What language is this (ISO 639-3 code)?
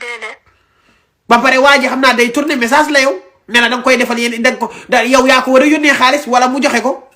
wol